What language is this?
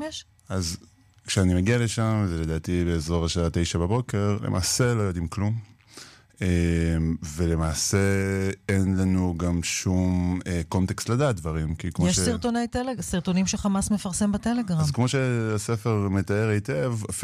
Hebrew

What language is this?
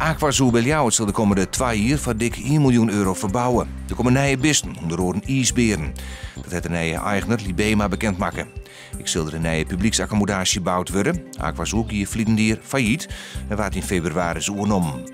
Western Frisian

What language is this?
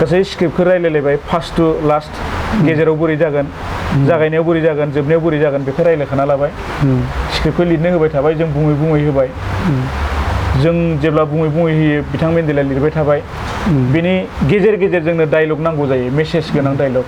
Bodo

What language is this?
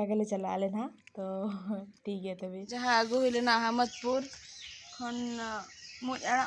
Santali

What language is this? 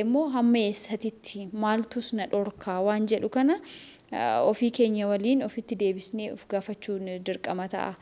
Oromo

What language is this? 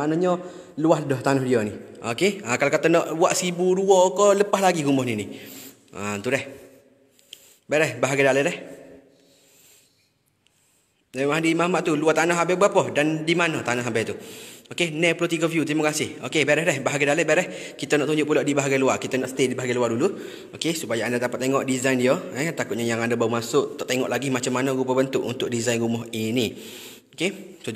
Malay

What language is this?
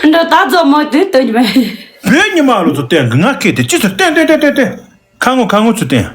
Tibetan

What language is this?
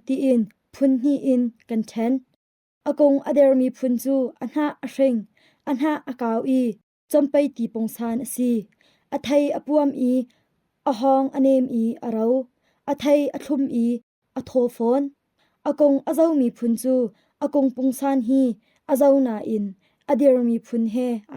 Hakha Chin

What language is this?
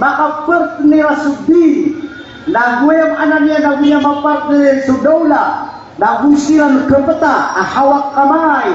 Maranao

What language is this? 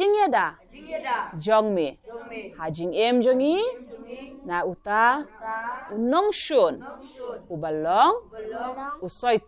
Khasi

